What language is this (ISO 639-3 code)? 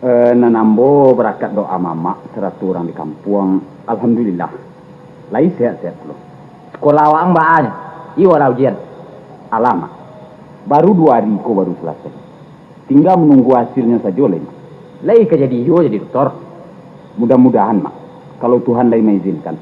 min